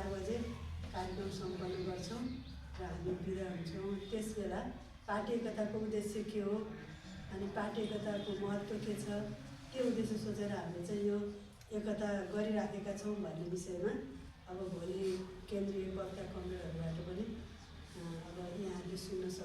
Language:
Nepali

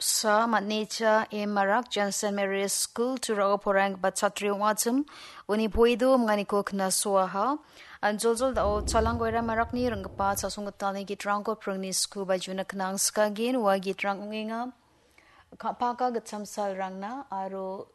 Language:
Garo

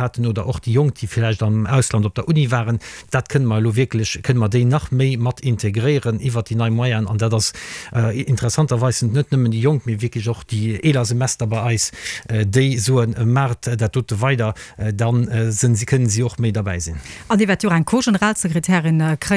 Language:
Luxembourgish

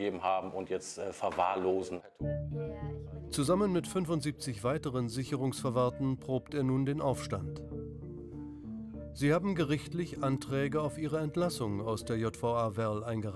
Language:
German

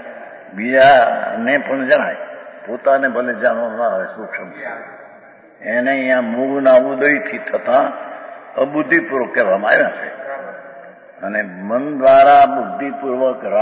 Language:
Gujarati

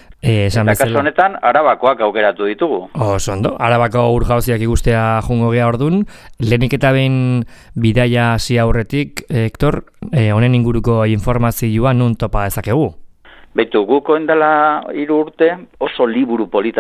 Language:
Basque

